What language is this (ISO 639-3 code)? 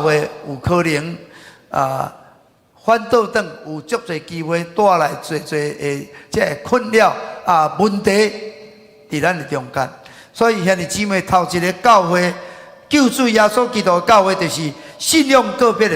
nan